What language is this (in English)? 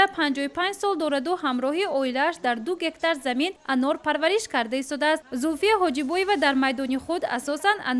Tajik